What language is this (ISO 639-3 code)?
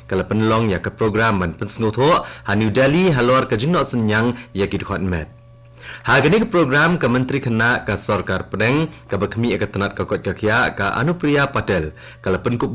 kha